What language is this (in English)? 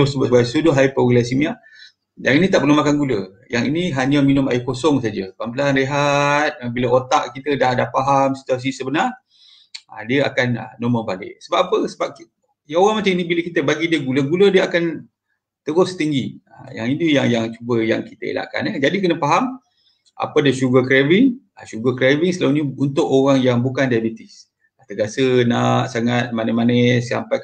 Malay